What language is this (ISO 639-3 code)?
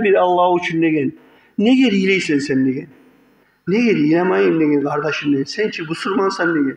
kum